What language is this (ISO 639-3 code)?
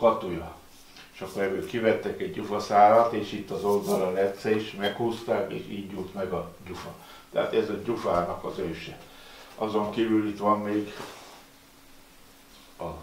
hun